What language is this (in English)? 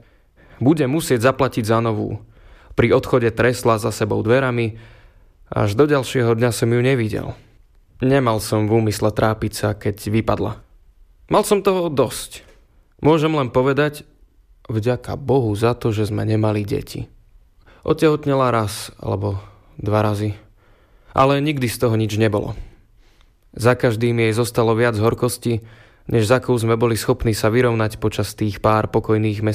Slovak